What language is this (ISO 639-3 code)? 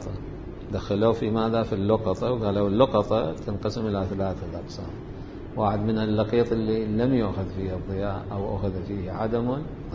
acm